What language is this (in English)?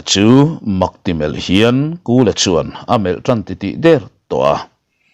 Mizo